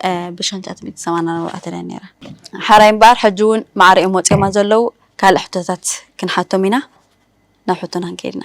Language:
Tigrinya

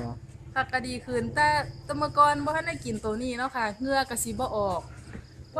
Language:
Northeastern Thai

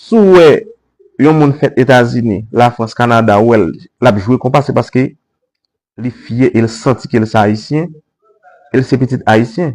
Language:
Haitian Creole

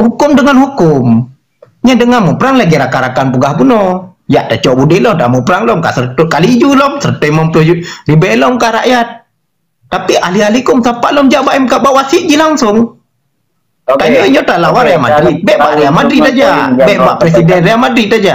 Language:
Achinese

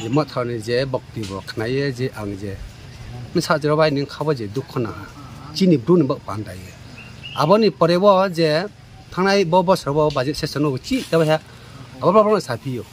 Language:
Riang (India)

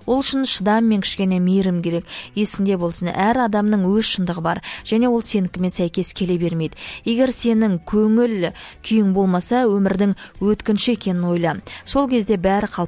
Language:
Kazakh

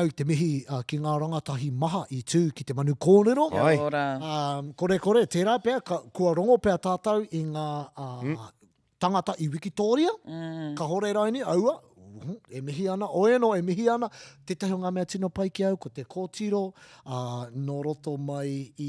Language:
Māori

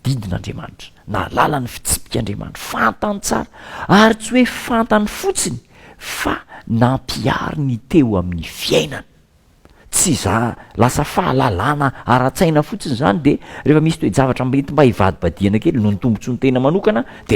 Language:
Malagasy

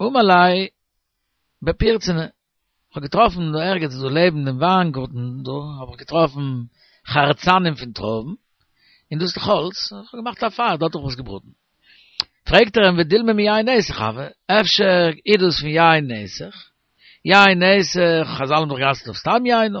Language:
Yiddish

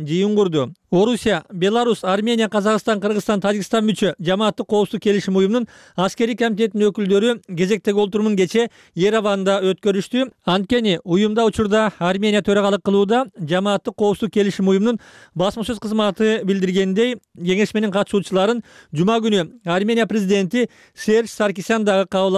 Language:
Kyrgyz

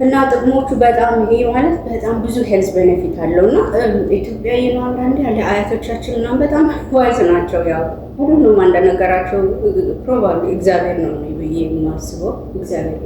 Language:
Amharic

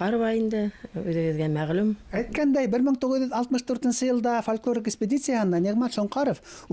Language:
Bashkir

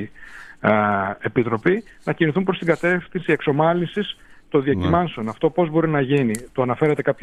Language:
Greek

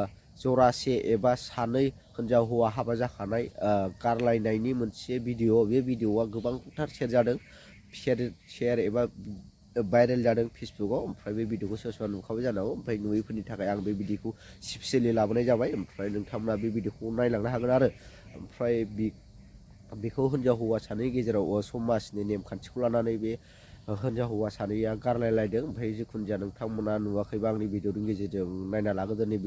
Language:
Bodo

